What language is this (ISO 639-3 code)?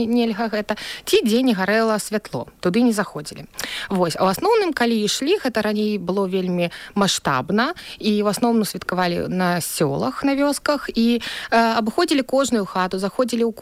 bel